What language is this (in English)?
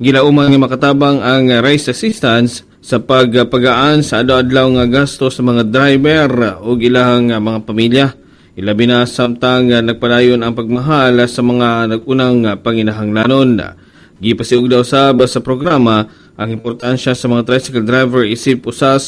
Cebuano